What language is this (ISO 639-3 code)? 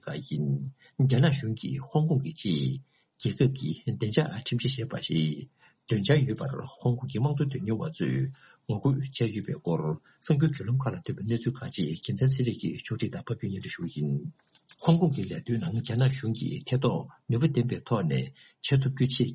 bod